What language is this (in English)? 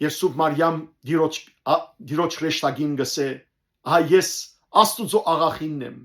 Western Armenian